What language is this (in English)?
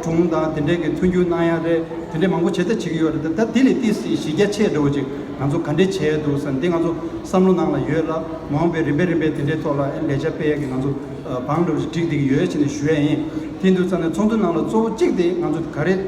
Tibetan